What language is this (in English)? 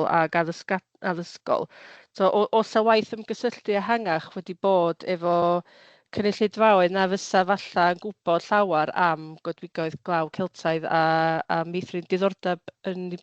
Welsh